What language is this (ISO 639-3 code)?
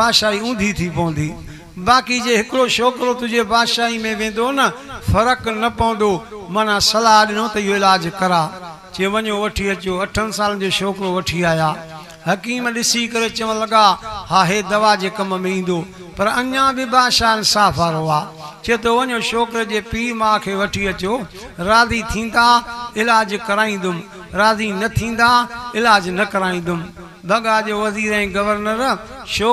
snd